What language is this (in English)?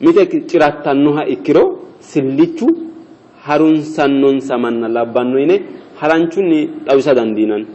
Sidamo